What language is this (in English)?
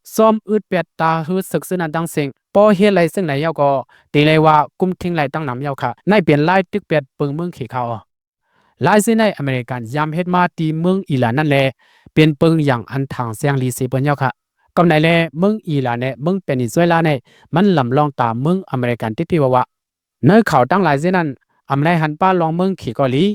Lao